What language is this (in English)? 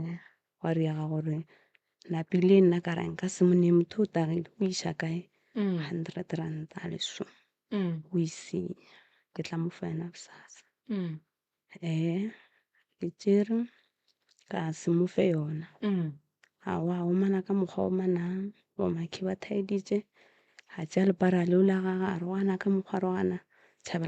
Northern Sotho